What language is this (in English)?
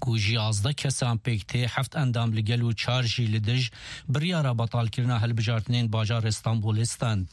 Kurdish